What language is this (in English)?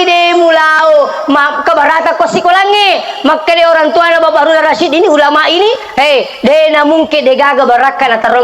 Buginese